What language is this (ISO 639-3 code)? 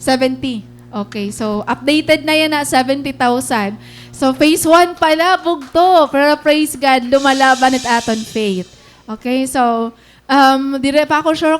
war